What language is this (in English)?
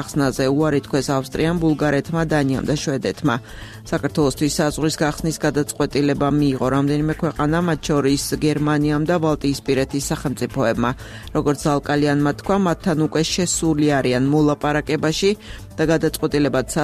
Georgian